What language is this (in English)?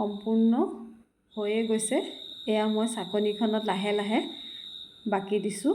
Assamese